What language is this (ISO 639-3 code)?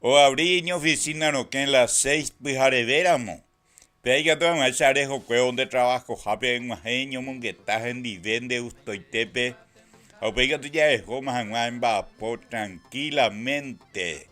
grn